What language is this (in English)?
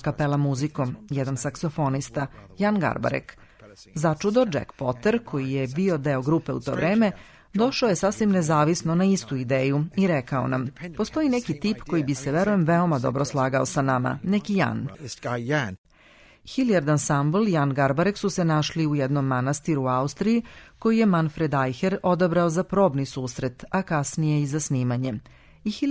Serbian